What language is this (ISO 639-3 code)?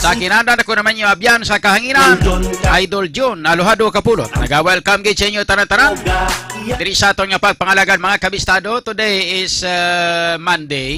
hil